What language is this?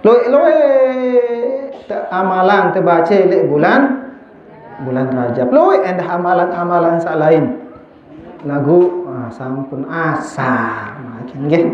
Sasak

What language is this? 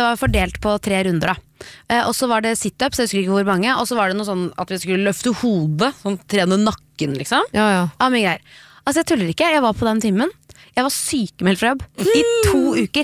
Norwegian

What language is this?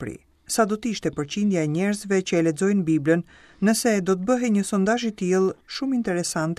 Albanian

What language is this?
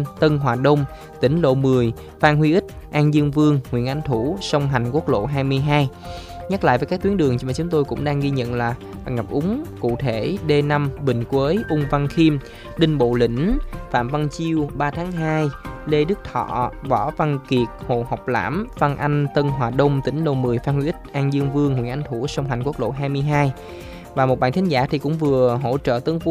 Vietnamese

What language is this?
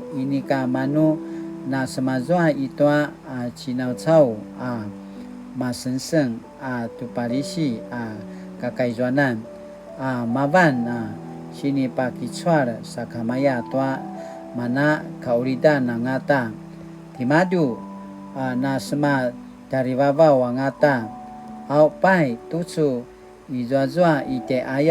Paiwan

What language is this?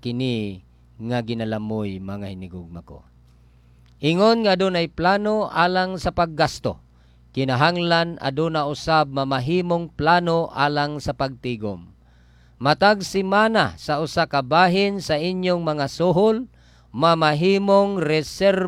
Cebuano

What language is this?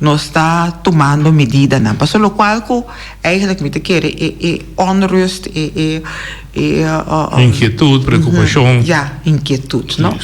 Papiamento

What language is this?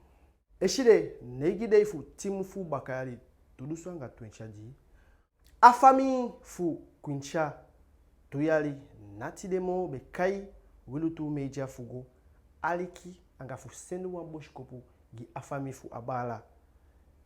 Eastern Maroon Creole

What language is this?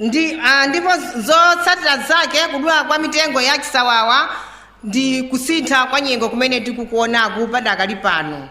Nyanja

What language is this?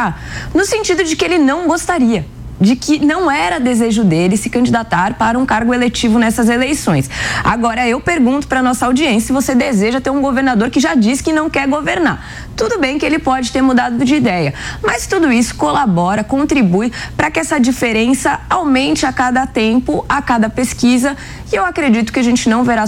Portuguese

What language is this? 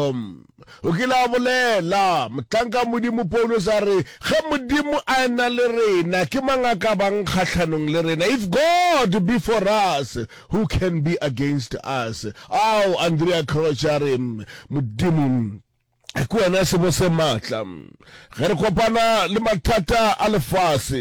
Northern Sotho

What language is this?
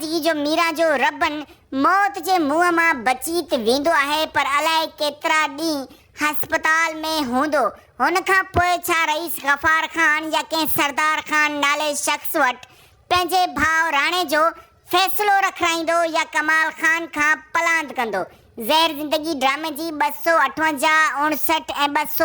Sindhi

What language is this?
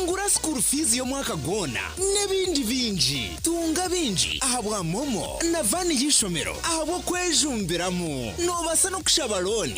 Nyankole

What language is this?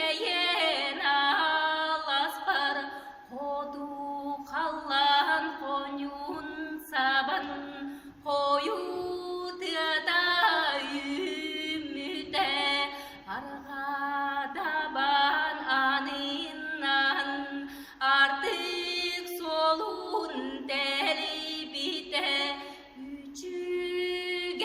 Yakut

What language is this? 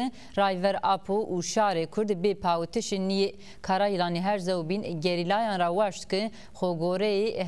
Zaza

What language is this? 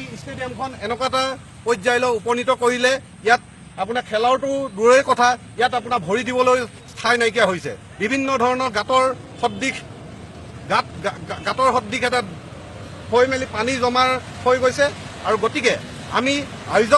Assamese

